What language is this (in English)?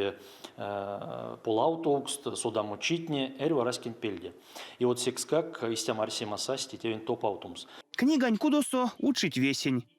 Erzya